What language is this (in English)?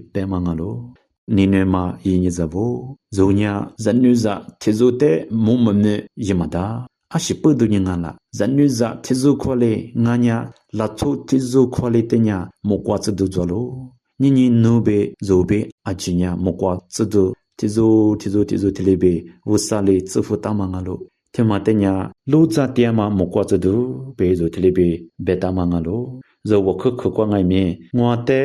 Lisu